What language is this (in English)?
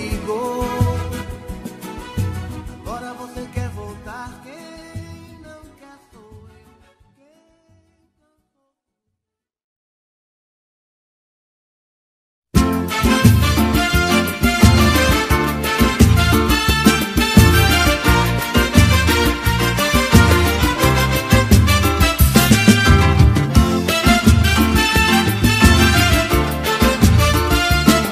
Portuguese